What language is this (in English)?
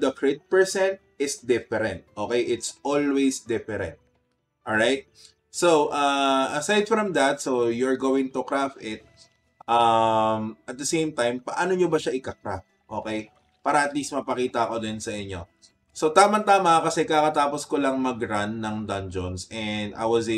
Filipino